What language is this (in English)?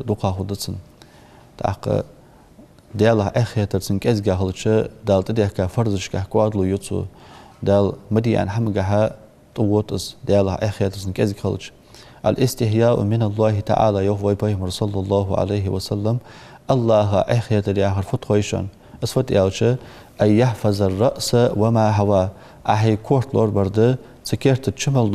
Ingush